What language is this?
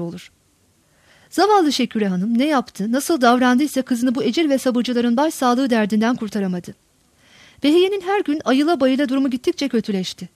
Turkish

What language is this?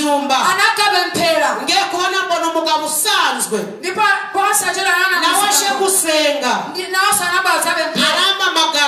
Kinyarwanda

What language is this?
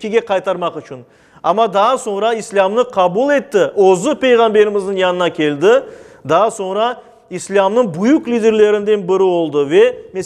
Crimean Tatar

